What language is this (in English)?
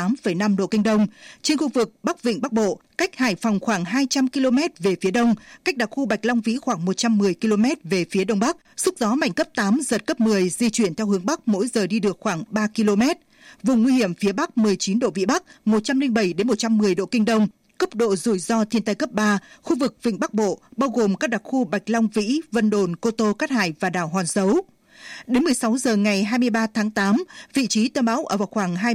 Vietnamese